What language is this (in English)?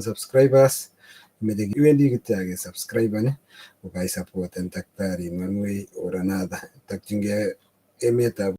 Kalenjin